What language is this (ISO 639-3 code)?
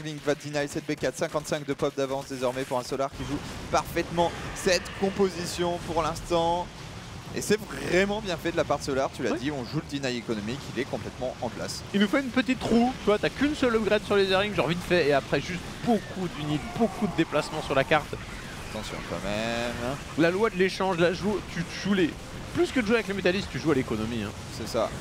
fra